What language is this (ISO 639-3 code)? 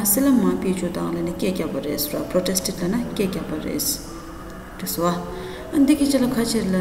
bod